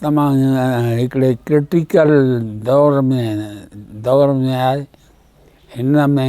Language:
Sindhi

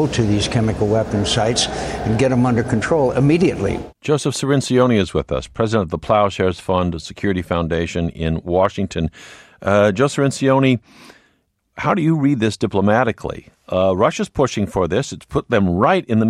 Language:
English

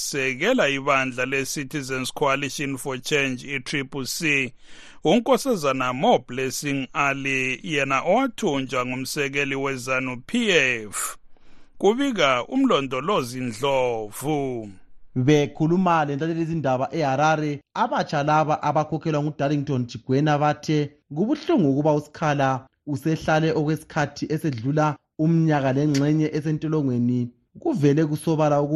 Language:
North Ndebele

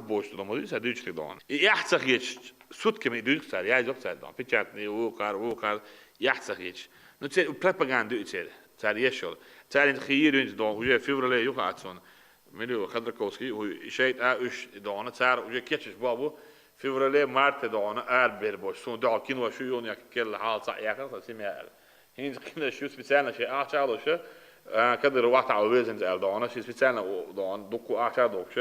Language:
Chechen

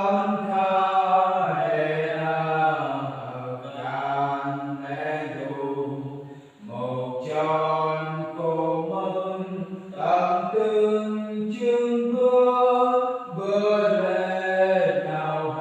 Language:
Central Mnong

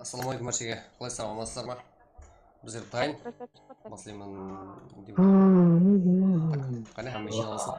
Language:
Kara-Kalpak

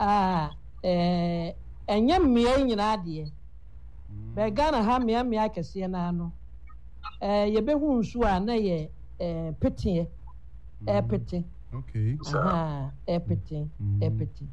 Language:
Akan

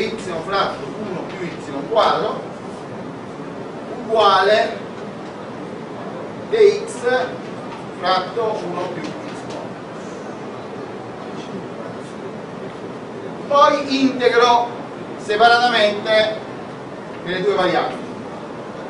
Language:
Italian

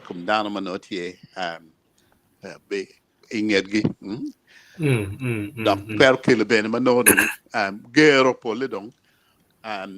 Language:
Acoli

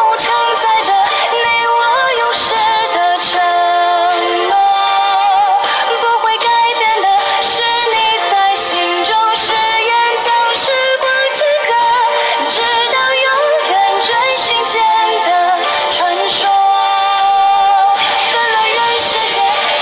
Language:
Chinese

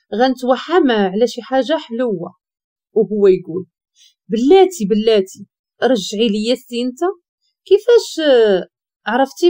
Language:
Moroccan Arabic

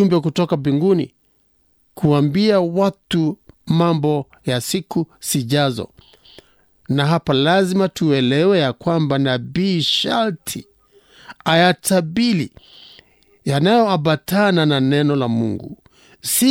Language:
Swahili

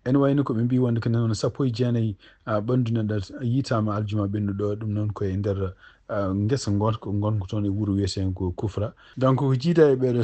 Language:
Fula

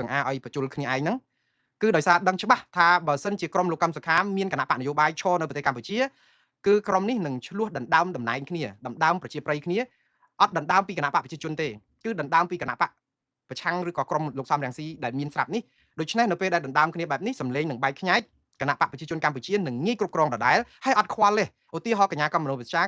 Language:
Khmer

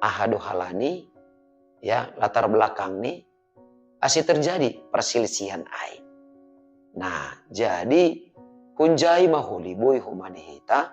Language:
Batak Simalungun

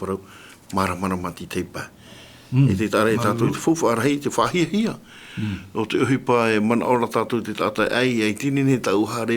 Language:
Tahitian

